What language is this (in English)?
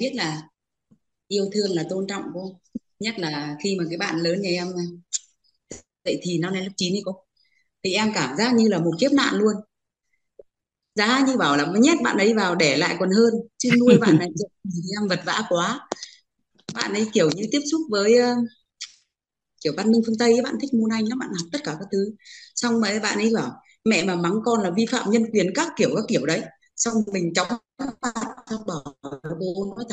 Vietnamese